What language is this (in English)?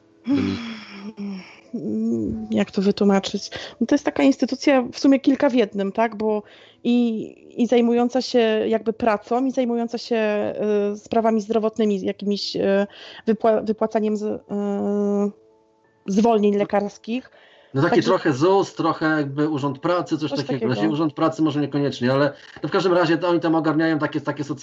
Polish